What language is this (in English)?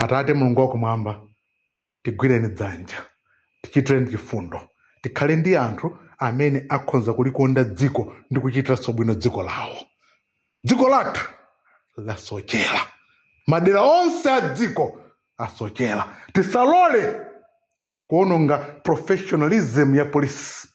Nyanja